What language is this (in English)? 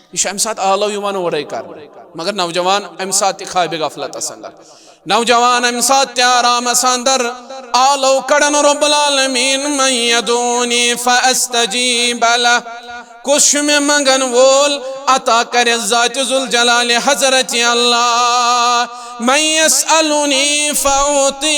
Kashmiri